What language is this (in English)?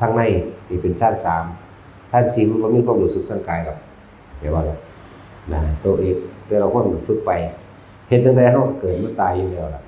Northeastern Thai